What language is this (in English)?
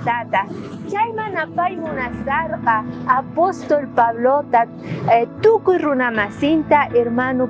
South Bolivian Quechua